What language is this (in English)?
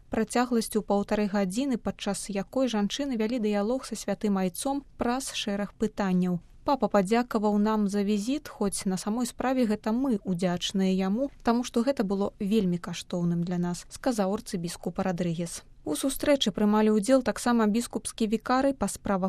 Belarusian